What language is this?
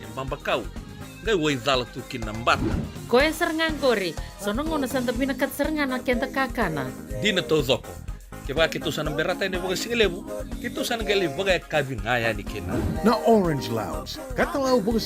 Fijian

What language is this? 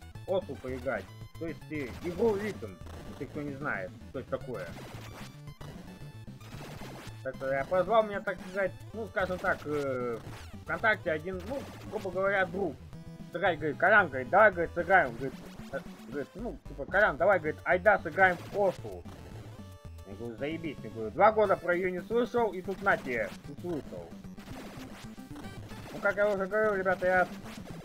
Russian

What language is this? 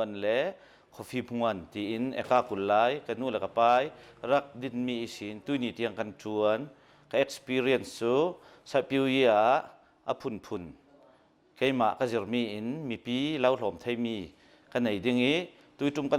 Hakha Chin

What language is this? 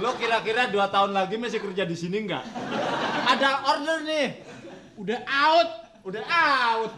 Betawi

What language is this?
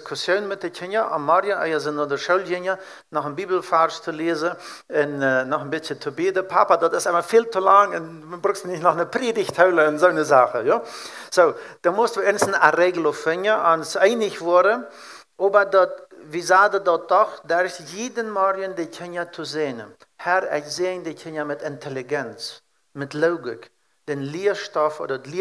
Plautdietsch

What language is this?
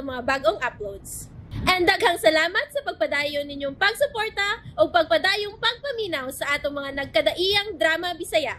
Cebuano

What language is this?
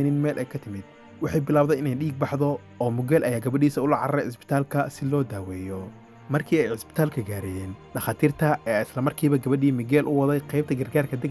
Somali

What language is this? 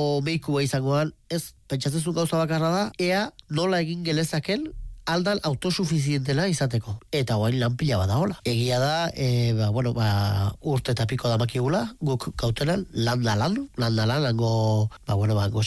Basque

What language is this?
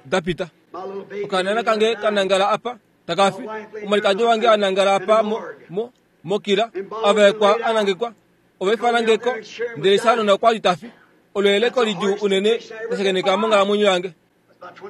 Kuanyama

